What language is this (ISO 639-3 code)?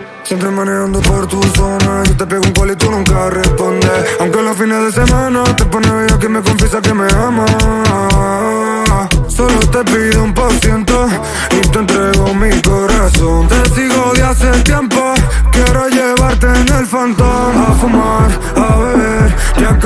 spa